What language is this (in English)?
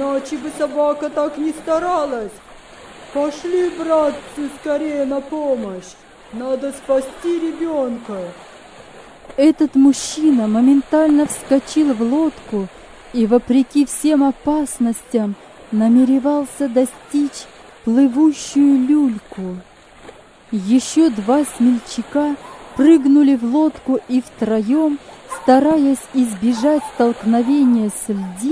Russian